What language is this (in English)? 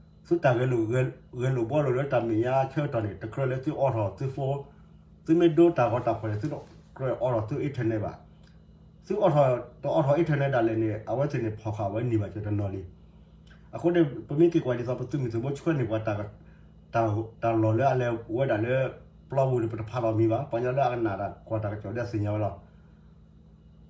S'gaw Karen